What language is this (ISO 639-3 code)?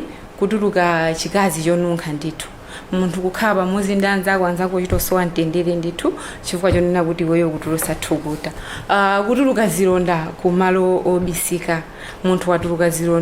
nya